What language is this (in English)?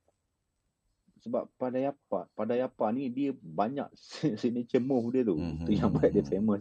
Malay